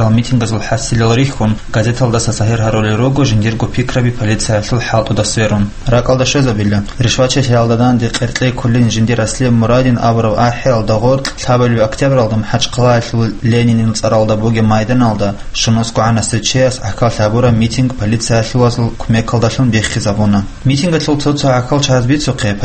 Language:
Avaric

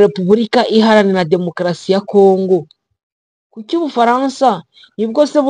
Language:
Kinyarwanda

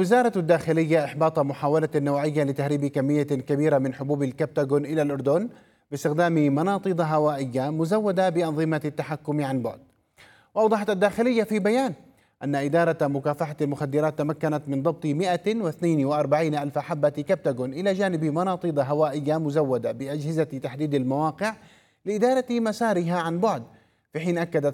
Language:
Arabic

